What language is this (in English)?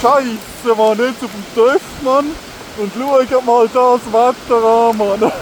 Swiss German